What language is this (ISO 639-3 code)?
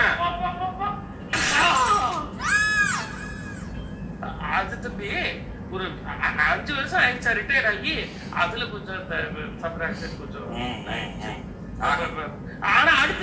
tam